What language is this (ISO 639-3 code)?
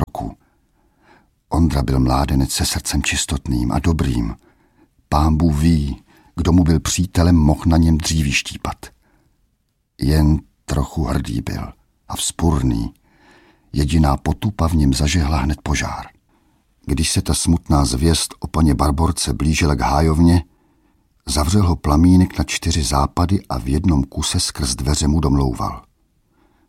ces